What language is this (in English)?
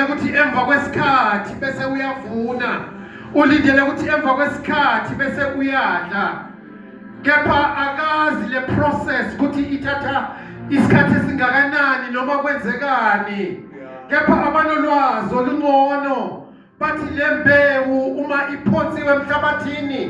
Zulu